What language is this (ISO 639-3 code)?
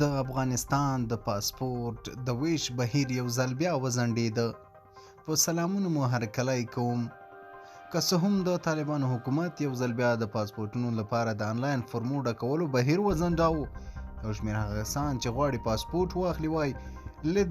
pus